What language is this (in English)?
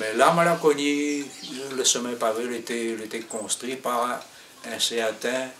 Réunion Creole French